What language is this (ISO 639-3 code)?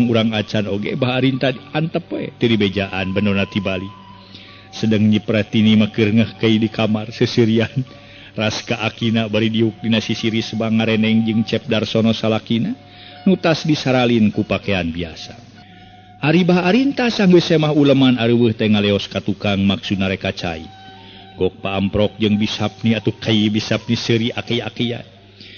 sun